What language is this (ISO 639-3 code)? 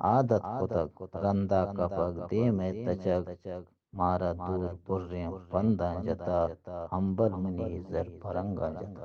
bgp